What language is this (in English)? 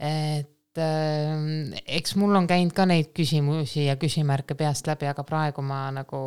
Estonian